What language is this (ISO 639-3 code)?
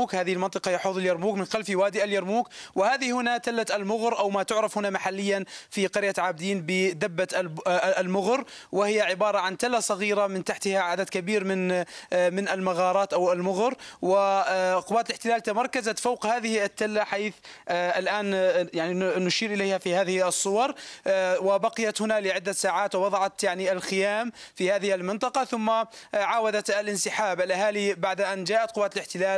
ara